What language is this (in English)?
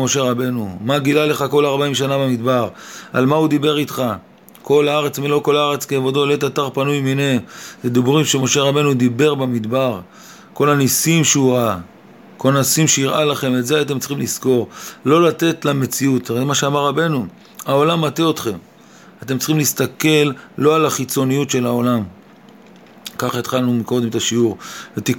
Hebrew